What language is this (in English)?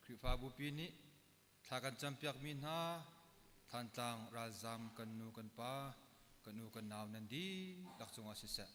Hakha Chin